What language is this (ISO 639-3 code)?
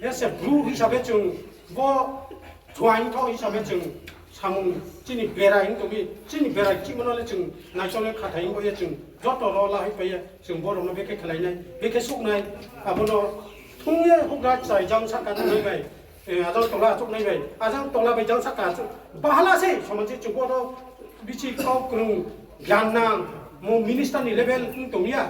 ria